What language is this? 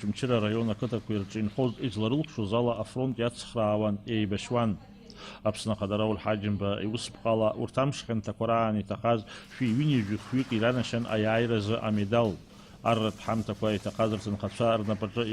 Abkhazian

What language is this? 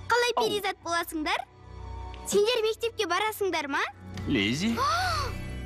Kazakh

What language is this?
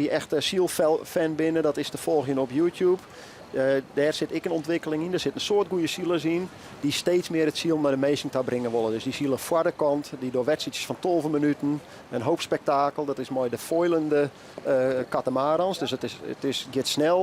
Western Frisian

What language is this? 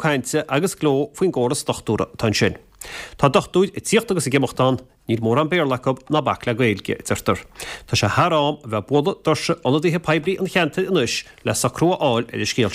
Irish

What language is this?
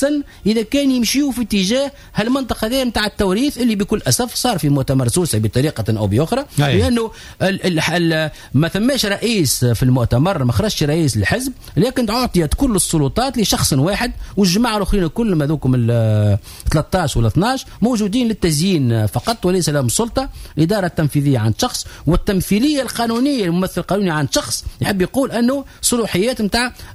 Tunisian Arabic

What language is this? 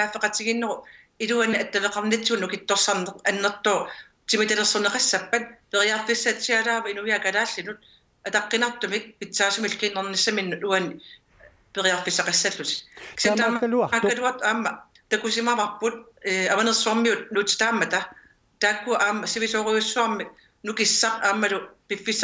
Kalaallisut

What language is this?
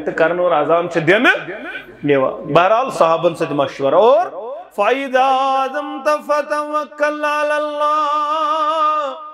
Kashmiri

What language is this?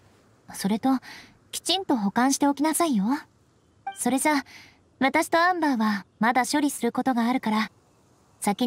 Japanese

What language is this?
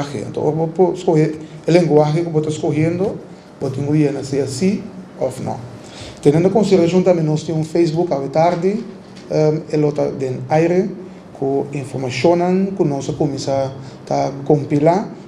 Papiamento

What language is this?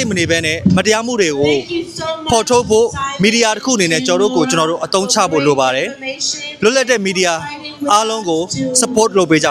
Burmese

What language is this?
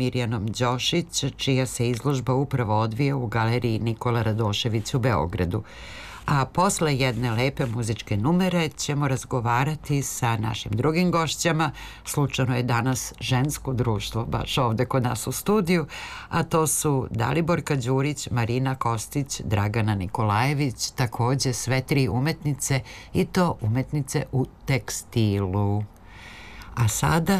Serbian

